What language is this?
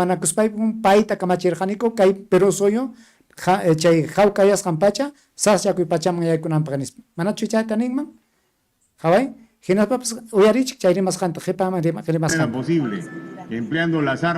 Ayacucho Quechua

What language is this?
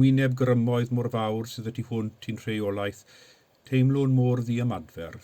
Welsh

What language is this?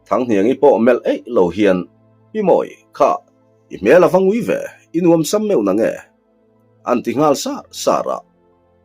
Mizo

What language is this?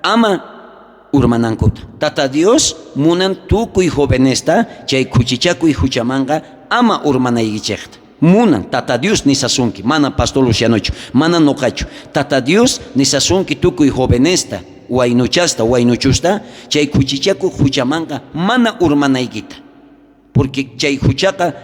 South Bolivian Quechua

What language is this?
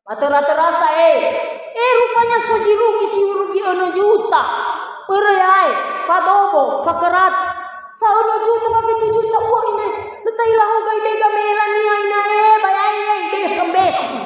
Nias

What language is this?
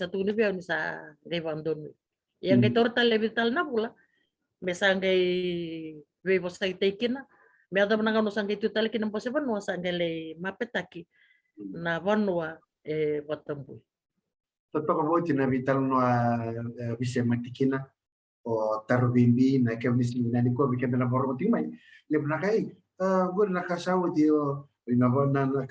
Fijian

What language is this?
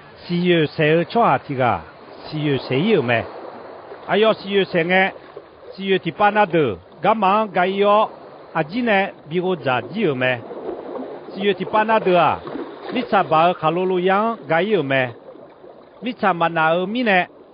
Akha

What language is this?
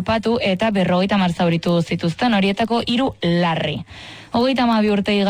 Basque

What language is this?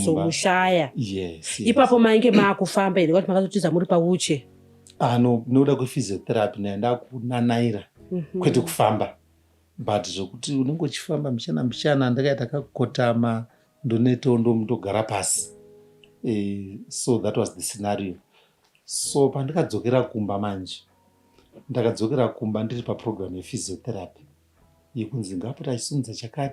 Shona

